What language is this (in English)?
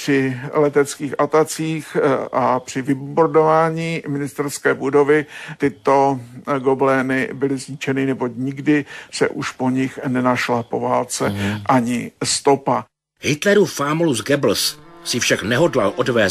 Czech